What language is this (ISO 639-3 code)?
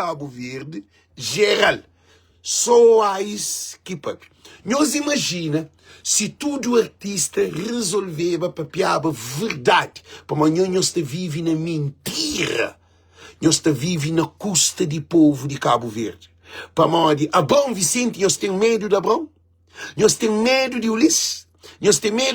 kea